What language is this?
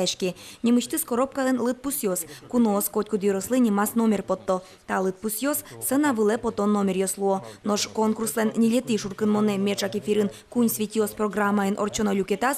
Udmurt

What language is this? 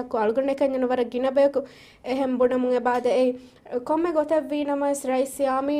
Divehi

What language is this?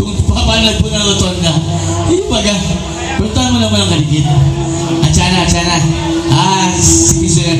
Bikol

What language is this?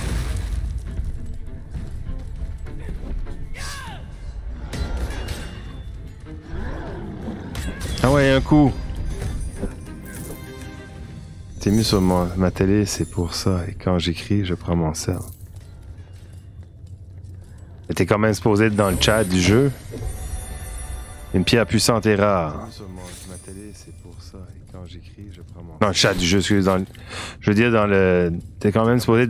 French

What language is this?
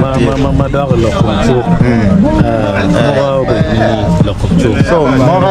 Acoli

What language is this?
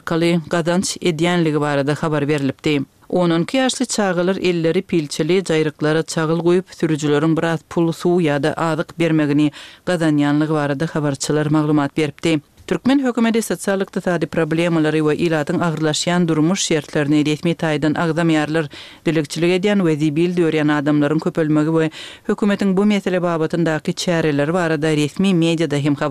Turkmen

